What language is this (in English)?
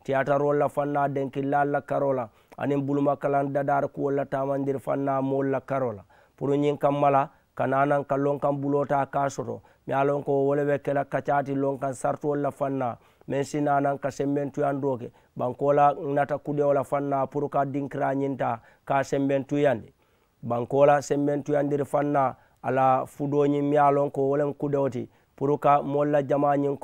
Mandingo